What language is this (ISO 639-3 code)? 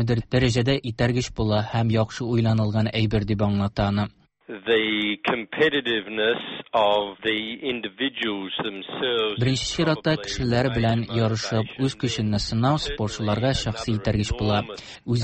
tat